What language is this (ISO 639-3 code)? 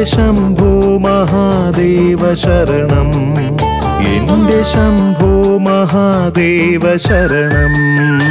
mal